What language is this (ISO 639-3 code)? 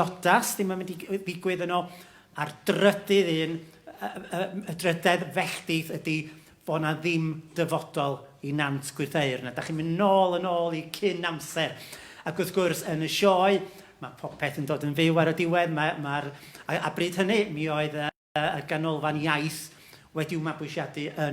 cym